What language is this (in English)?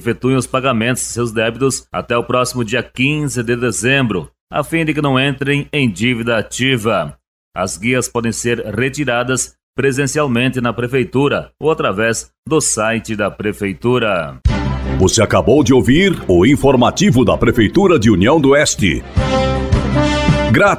Portuguese